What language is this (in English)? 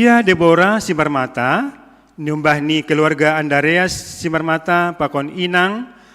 Batak Simalungun